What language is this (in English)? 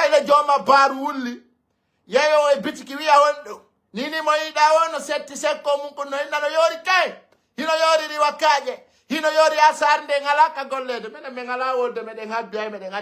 Fula